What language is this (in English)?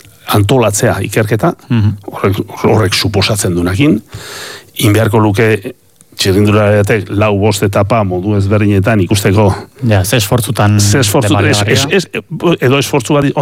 Basque